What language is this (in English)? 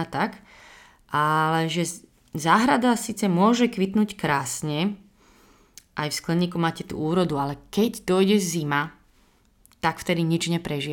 Slovak